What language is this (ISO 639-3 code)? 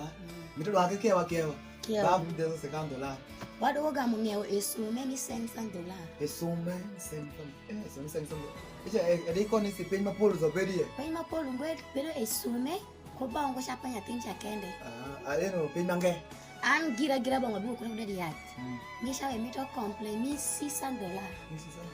alz